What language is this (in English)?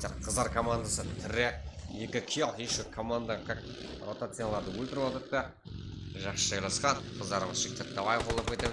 Kara-Kalpak